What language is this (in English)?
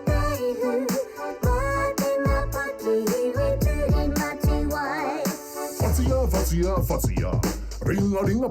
Māori